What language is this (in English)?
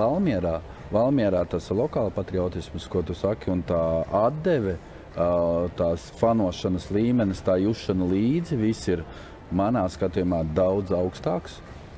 Latvian